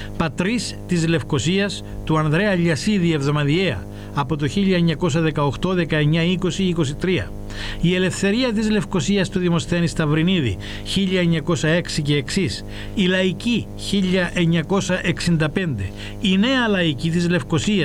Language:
Greek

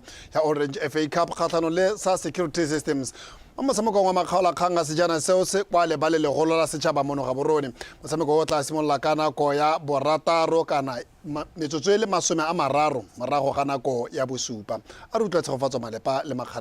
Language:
Tswana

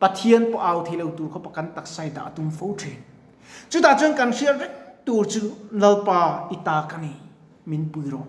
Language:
Mizo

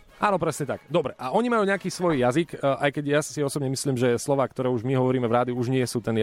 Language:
Slovak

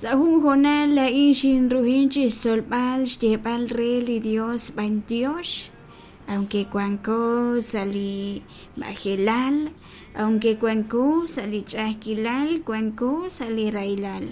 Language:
Kekchí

